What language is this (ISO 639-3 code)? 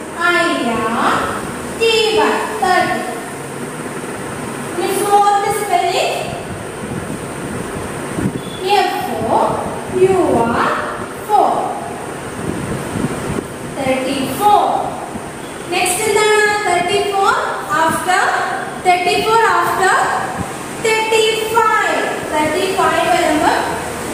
mal